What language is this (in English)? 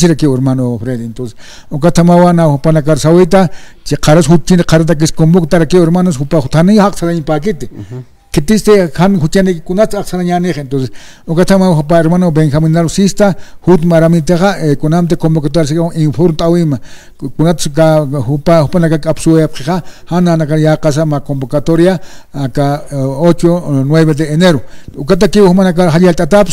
Aymara